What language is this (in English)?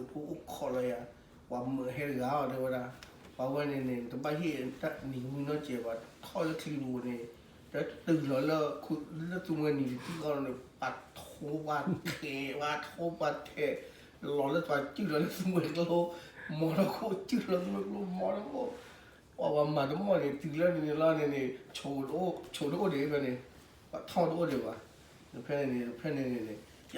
S'gaw Karen